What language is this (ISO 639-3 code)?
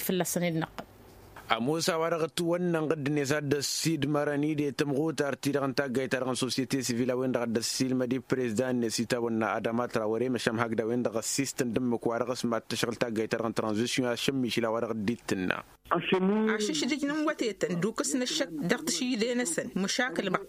taq